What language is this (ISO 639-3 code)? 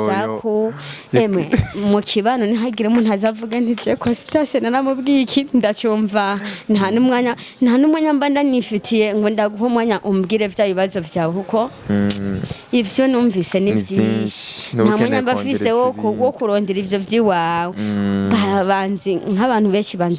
run